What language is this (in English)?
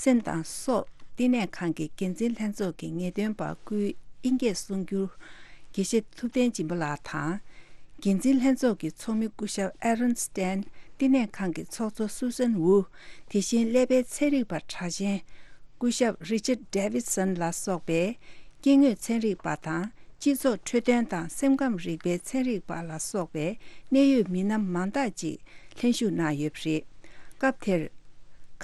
Tibetan